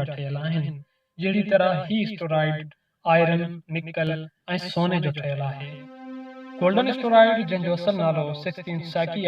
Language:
Sindhi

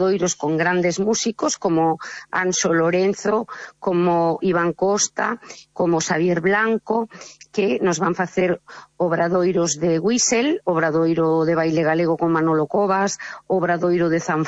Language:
Galician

